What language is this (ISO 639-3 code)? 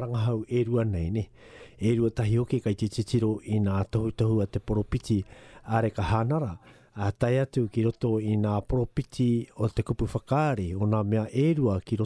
mri